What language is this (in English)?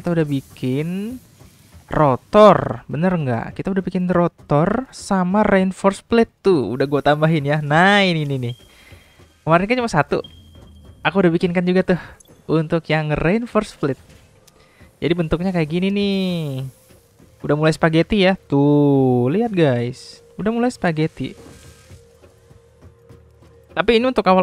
Indonesian